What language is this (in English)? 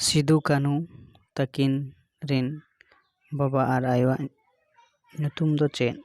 Santali